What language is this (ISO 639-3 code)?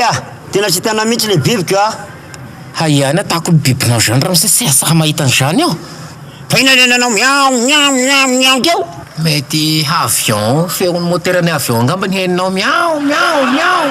mlg